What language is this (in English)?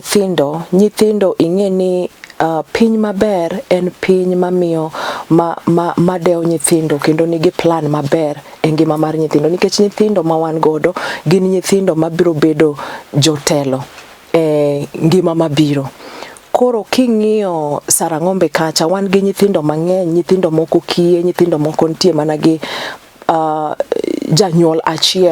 Luo (Kenya and Tanzania)